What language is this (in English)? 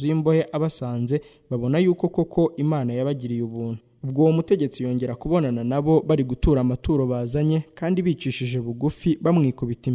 Kinyarwanda